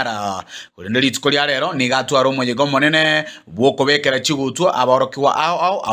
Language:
Gusii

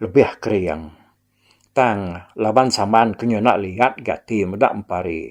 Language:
Iban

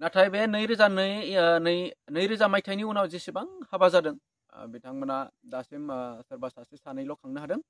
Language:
Bodo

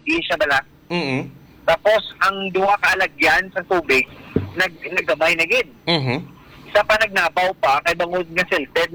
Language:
Hiligaynon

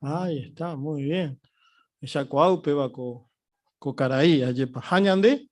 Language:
Guarani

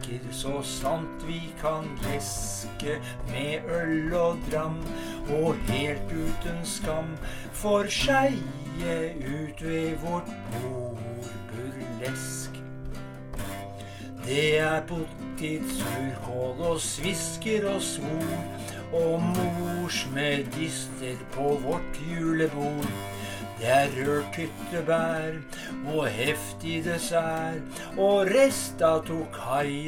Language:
Norwegian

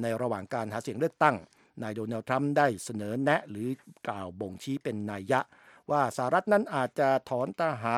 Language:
Thai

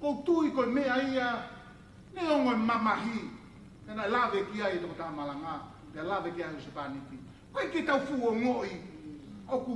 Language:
Tongan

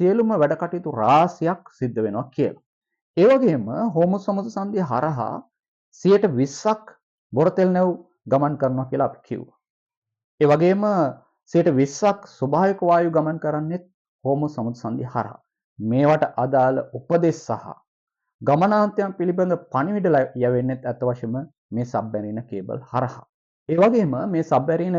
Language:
Sinhala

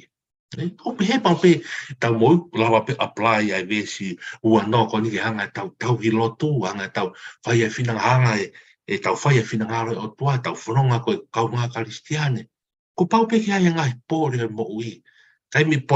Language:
Tongan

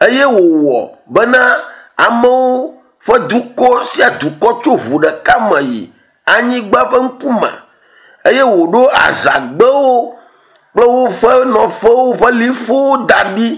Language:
Ewe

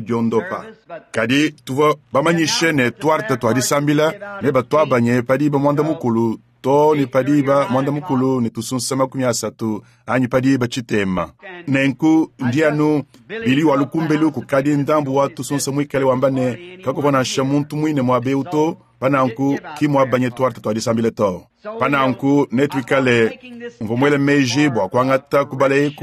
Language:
Luba-Lulua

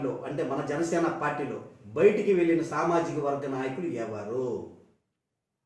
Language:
Telugu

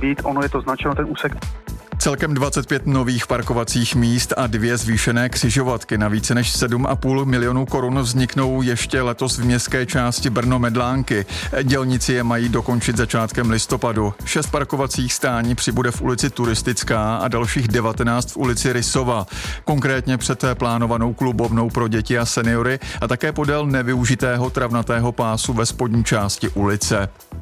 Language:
Czech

